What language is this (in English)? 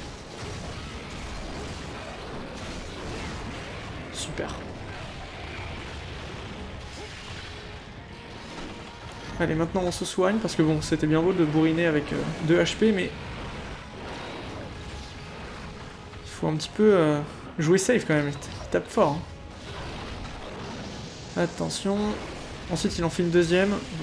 French